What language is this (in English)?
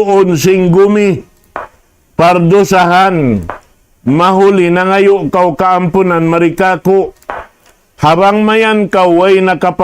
Tausug